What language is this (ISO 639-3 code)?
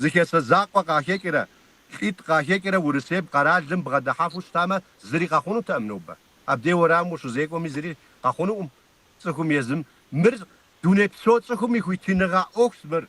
kbd